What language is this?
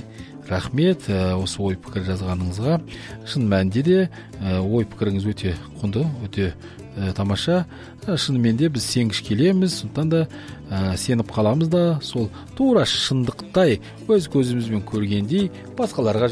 Kazakh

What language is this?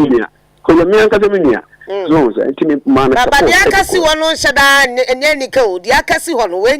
Akan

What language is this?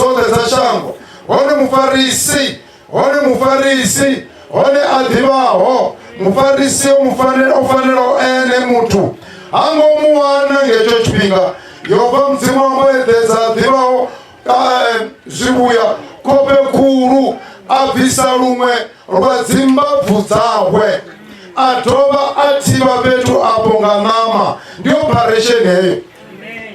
Venda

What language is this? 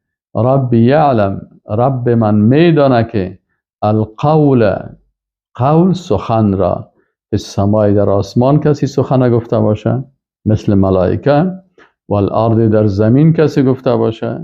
Persian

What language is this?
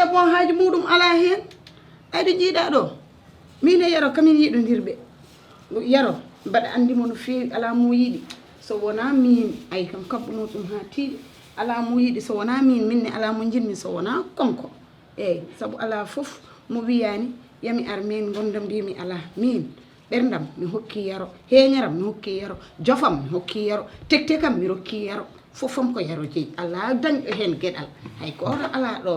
Fula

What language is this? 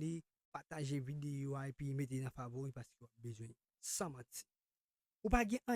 Haitian Creole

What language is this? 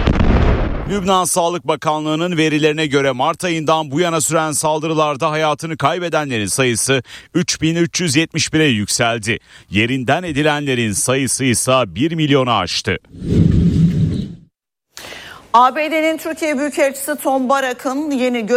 Turkish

